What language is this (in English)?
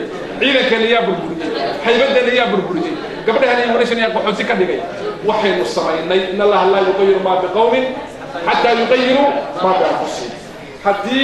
Somali